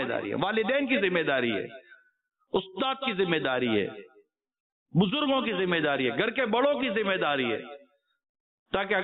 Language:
Urdu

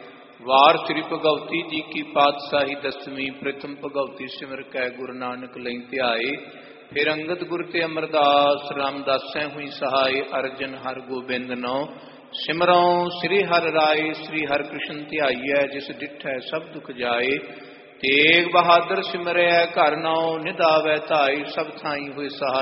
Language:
Punjabi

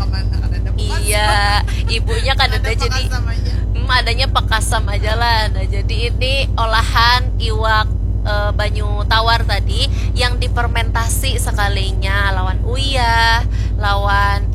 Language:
Banjar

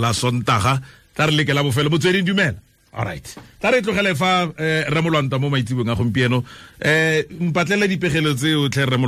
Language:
Tswana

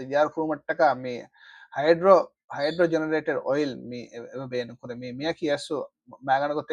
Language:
Divehi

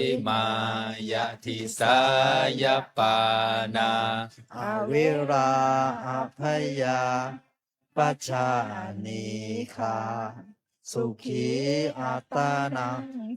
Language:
Pali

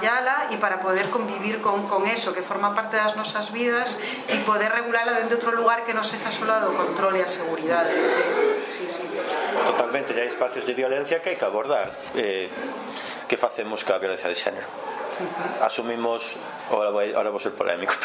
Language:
Galician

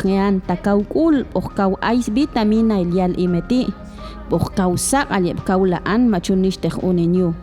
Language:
Popti'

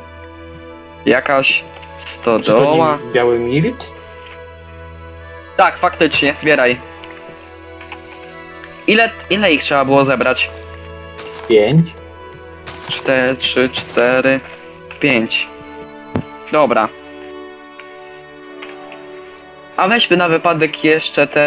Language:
Polish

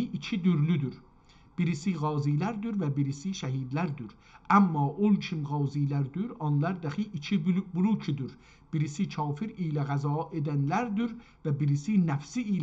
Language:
South Azerbaijani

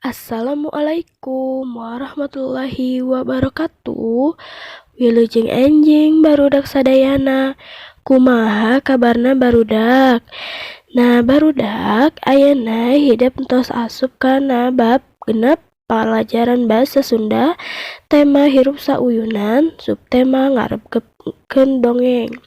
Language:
Sundanese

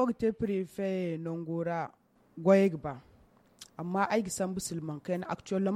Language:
Zarma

